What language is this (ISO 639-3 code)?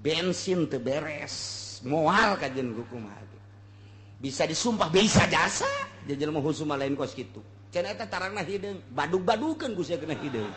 sun